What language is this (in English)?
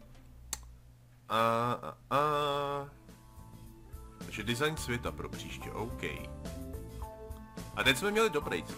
Czech